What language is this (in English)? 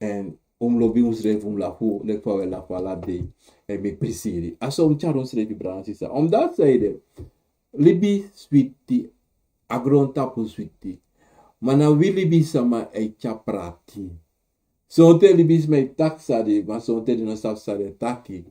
Sranan Tongo